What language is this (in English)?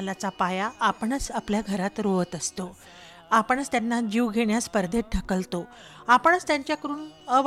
Marathi